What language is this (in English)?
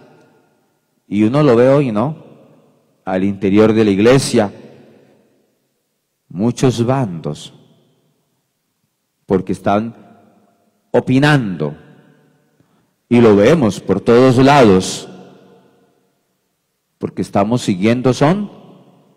Spanish